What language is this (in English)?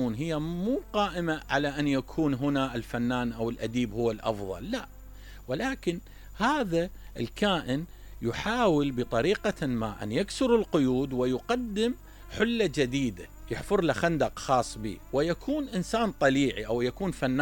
Mesopotamian Arabic